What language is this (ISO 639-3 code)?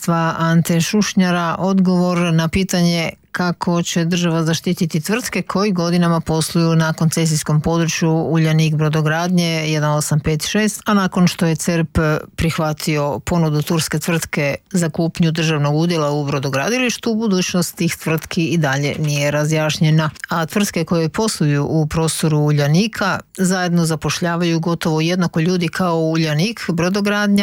hrv